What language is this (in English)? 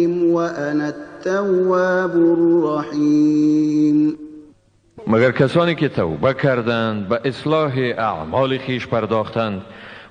Tajik